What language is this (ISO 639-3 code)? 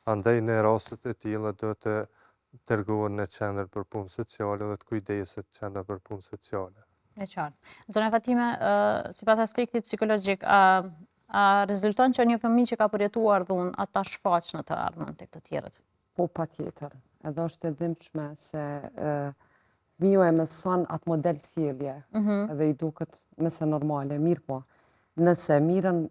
sqi